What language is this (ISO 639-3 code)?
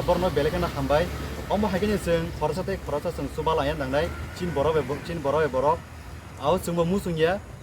trp